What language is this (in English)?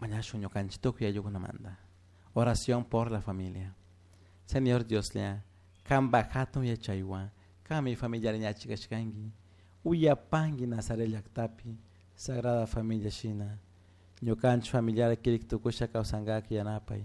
Chimborazo Highland Quichua